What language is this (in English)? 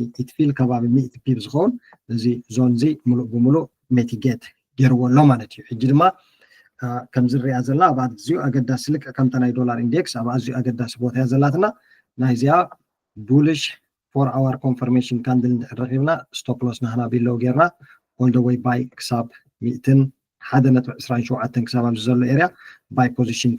Tigrinya